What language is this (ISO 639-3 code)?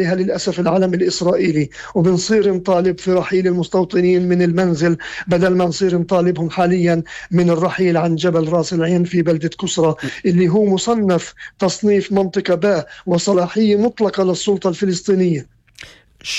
apc